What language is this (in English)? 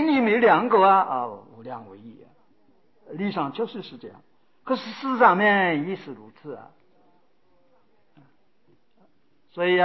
Chinese